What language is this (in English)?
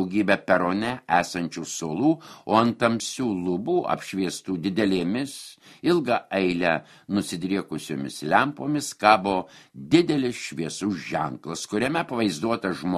Lithuanian